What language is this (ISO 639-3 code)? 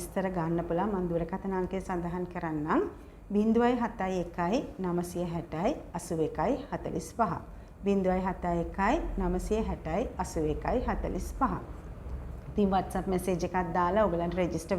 sin